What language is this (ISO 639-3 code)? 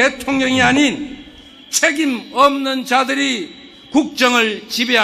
kor